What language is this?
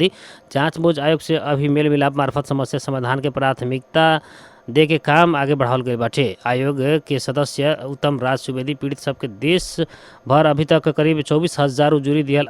Bhojpuri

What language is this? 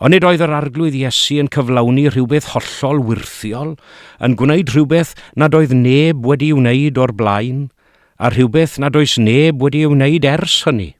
Welsh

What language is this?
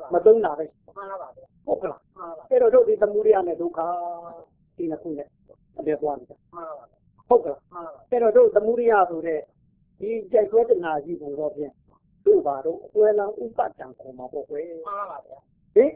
Burmese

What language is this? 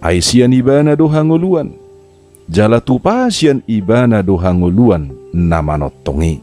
Batak Toba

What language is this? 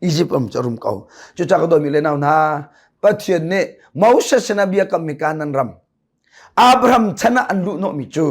Hakha Chin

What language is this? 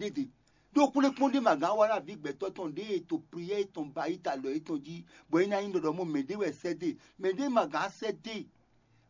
Fon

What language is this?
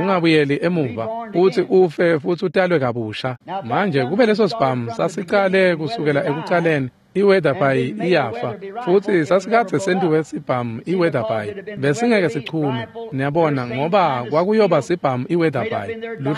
Swati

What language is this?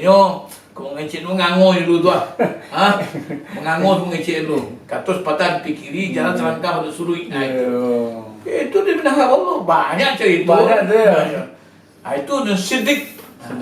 Minangkabau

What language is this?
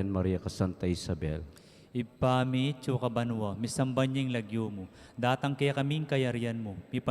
Pampanga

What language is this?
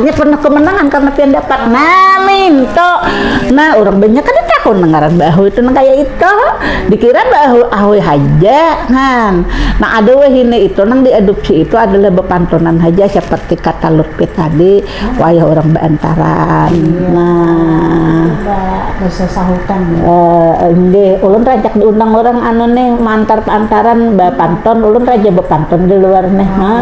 Banjar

